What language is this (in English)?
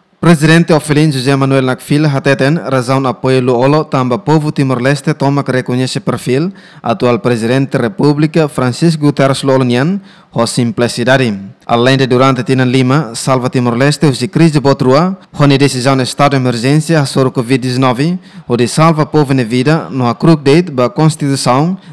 Tetum